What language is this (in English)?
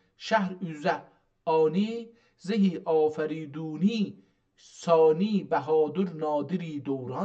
South Azerbaijani